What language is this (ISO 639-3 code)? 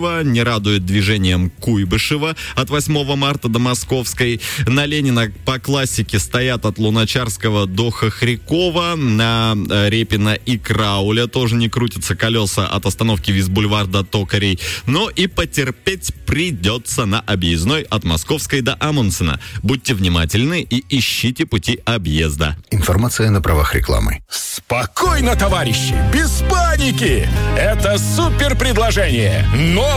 rus